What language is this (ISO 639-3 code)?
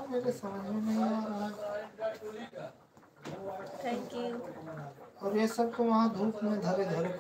hin